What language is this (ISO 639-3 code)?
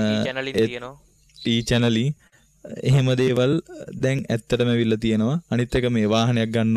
sin